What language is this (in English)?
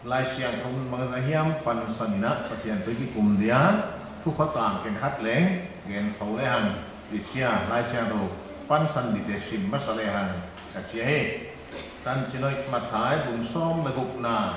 Paite Chin